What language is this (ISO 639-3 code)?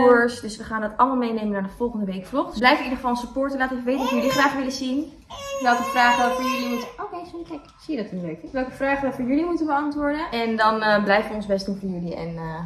nld